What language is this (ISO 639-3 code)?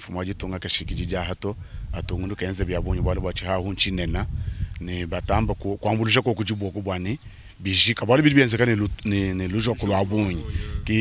lua